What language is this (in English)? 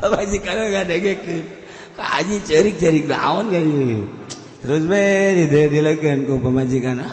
Sundanese